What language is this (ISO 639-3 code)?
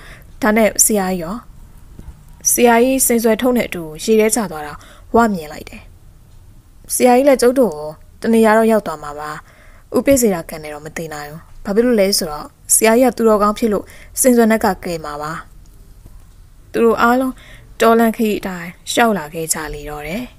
mya